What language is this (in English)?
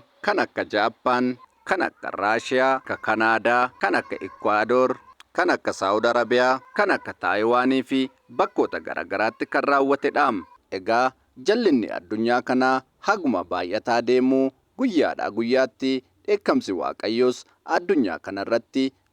Oromo